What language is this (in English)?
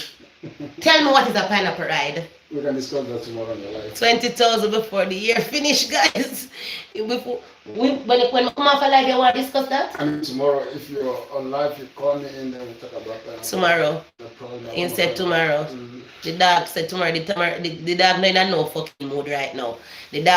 Jamaican Creole English